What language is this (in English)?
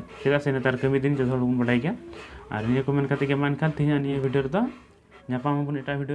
Santali